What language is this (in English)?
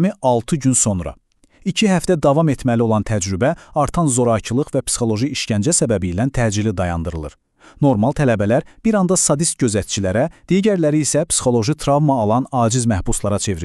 Azerbaijani